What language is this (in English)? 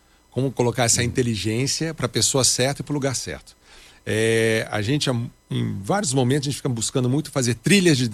Portuguese